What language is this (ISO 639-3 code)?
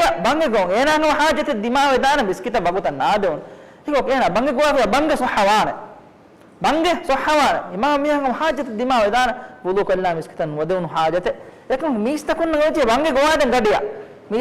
div